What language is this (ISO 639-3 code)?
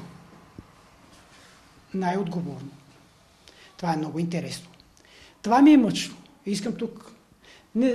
bul